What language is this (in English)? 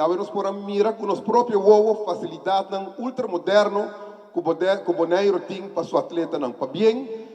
Papiamento